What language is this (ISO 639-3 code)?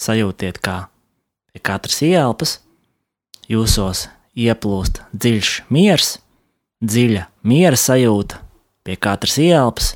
lav